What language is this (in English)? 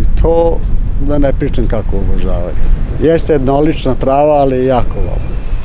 Serbian